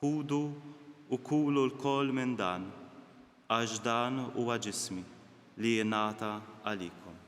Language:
Maltese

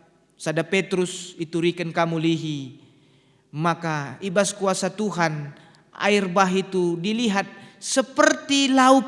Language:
Batak Karo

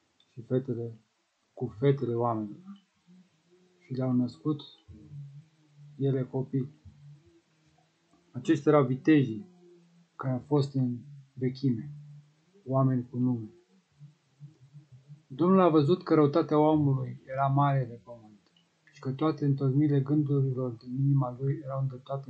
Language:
Romanian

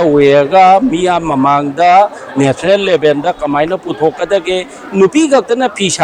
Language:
Manipuri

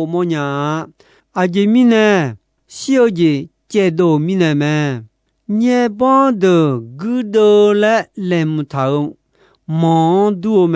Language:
Akha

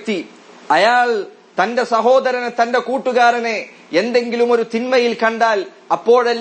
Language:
Malayalam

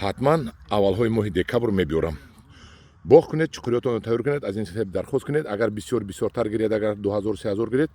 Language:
Tajik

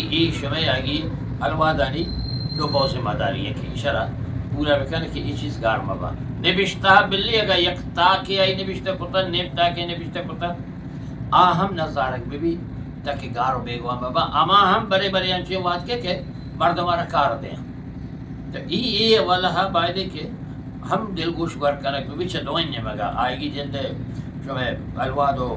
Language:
Eastern Balochi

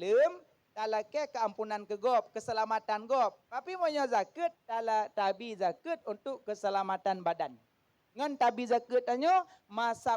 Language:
Achinese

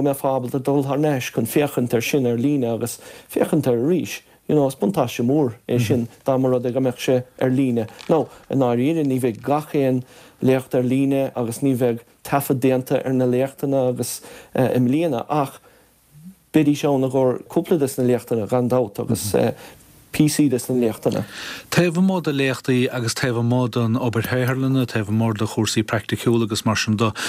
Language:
Irish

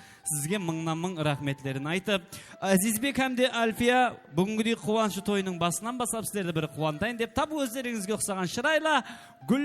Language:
Kara-Kalpak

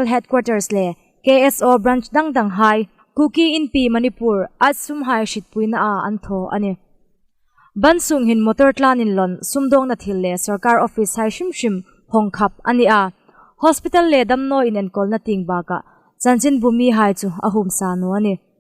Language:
Hmar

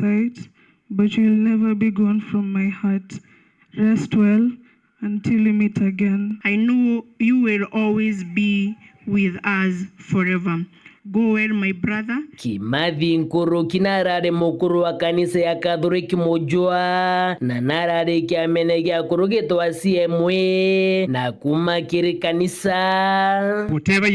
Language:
Meru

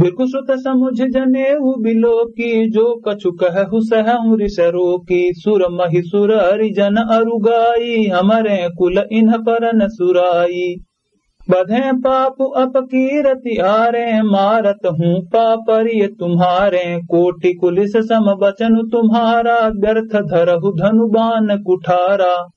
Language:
Awadhi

